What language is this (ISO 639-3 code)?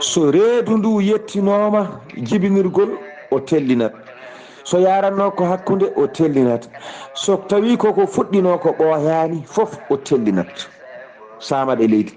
ful